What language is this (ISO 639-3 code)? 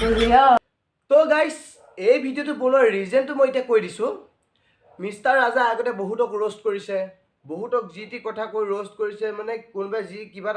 asm